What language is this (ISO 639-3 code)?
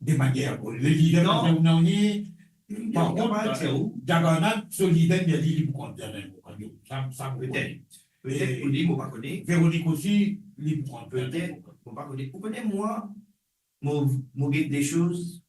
mfe